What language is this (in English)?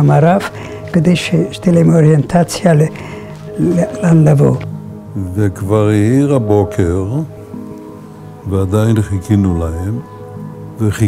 Hebrew